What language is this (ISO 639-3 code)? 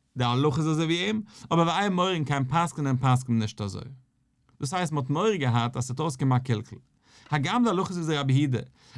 yid